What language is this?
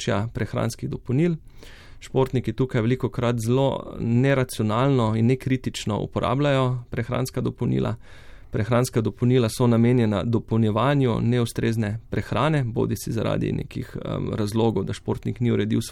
Slovenian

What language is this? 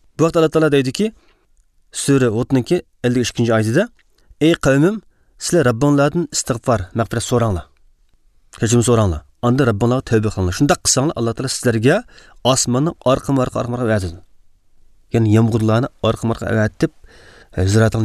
Uyghur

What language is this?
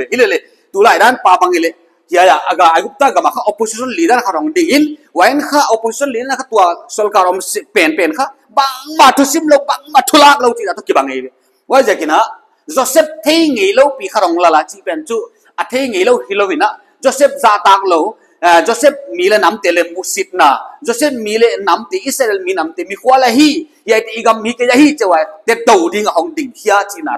Paite Chin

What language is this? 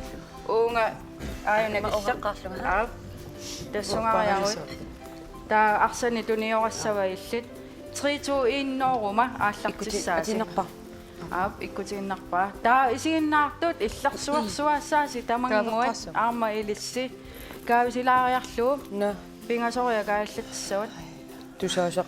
Kalaallisut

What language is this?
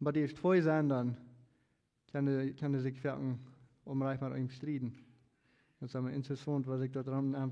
Plautdietsch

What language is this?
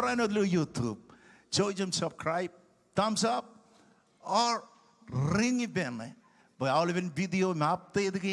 Marshallese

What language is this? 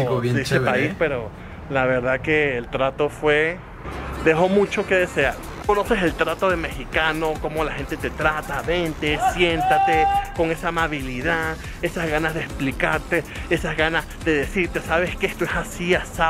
Spanish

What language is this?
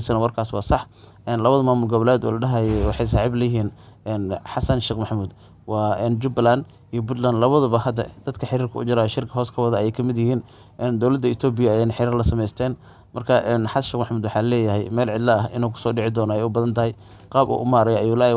Somali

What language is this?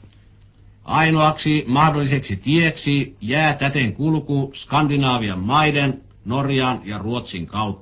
Finnish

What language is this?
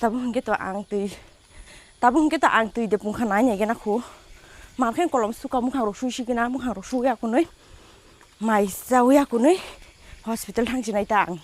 Kok Borok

